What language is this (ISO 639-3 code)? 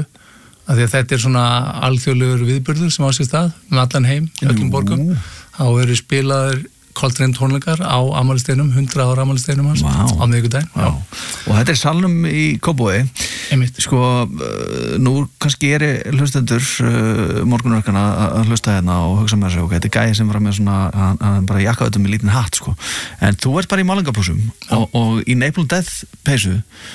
isl